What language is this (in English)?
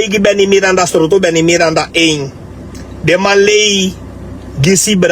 Sranan Tongo